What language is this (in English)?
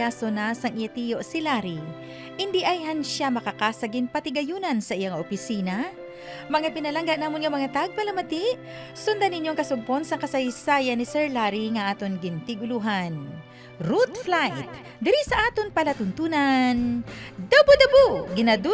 Hiligaynon